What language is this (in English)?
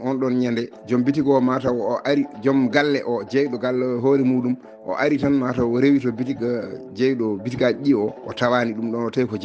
Fula